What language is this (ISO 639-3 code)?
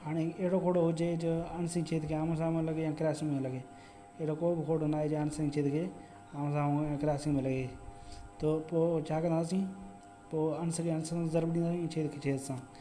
snd